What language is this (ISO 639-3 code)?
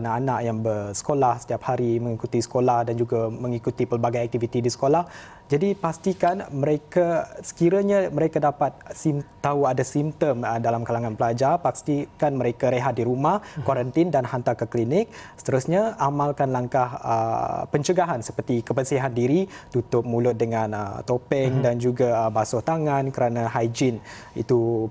msa